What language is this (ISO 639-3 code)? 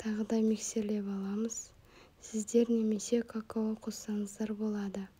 kaz